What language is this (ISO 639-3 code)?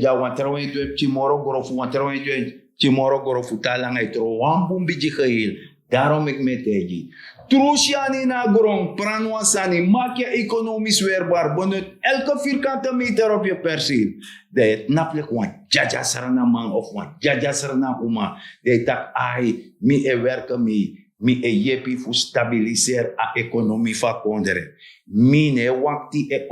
srn